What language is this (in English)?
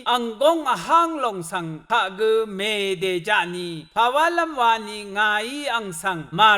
Rawang